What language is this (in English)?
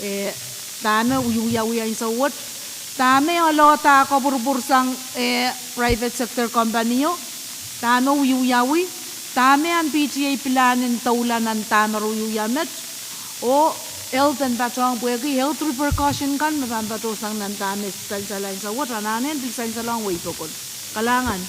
Pohnpeian